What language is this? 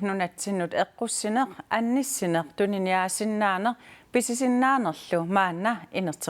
Kalaallisut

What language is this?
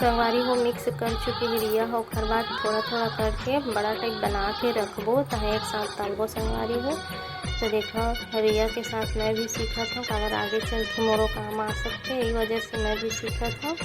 Chhattisgarhi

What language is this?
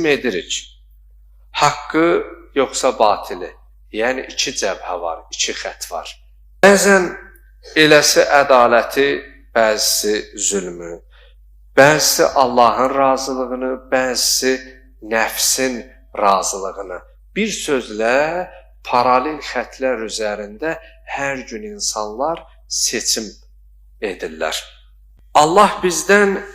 Azerbaijani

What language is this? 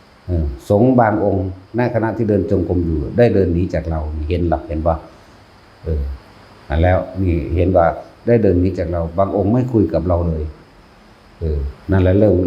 Northeastern Thai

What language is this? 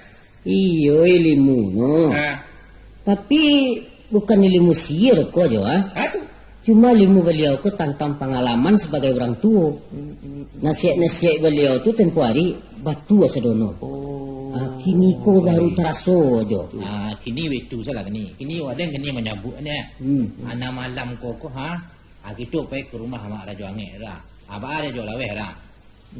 Minangkabau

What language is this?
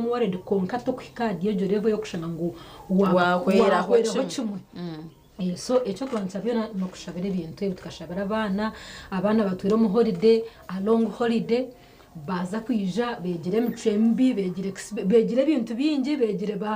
Nyankole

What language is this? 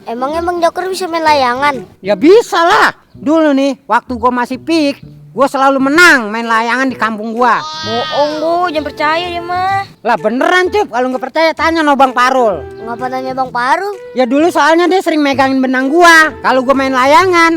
Betawi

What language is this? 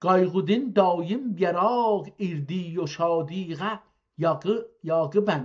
South Azerbaijani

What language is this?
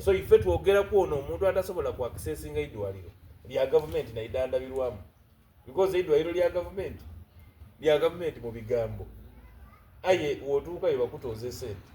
Soga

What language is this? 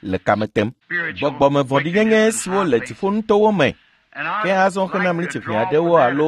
Ewe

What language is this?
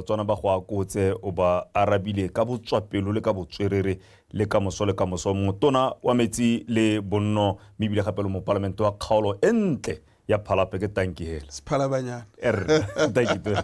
Tswana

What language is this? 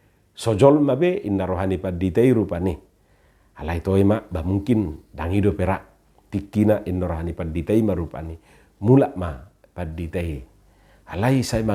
Batak Toba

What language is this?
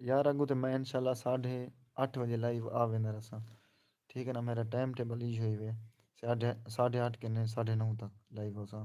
Saraiki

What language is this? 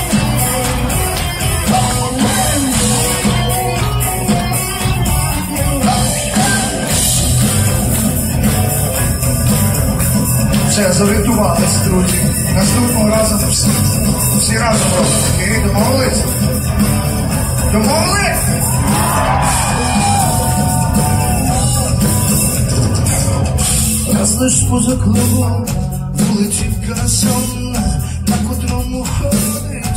Ukrainian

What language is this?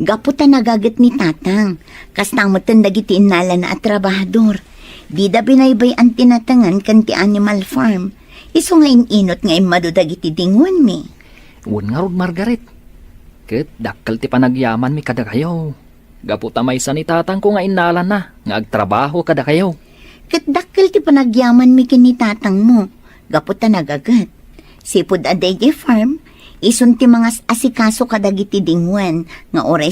Iloko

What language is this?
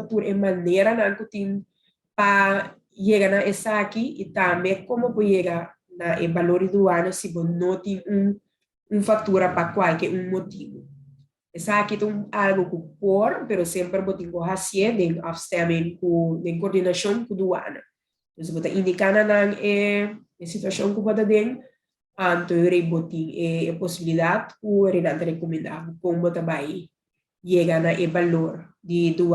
Papiamento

